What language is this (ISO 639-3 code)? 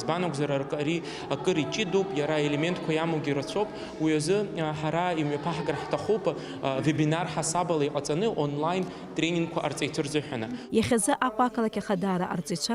abk